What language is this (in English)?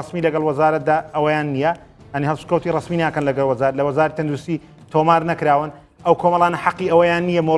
Central Kurdish